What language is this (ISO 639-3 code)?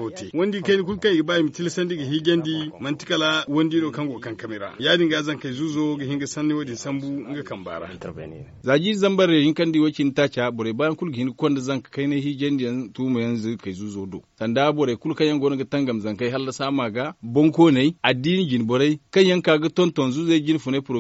dje